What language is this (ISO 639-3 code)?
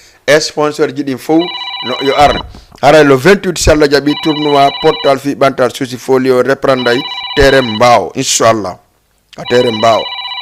ful